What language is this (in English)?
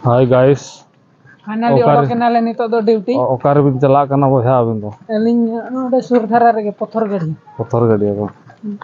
Santali